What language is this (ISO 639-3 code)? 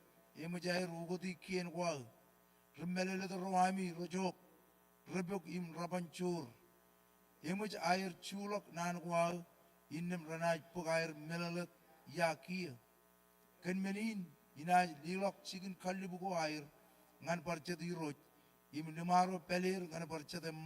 mah